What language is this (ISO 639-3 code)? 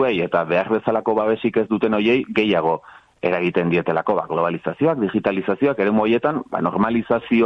eus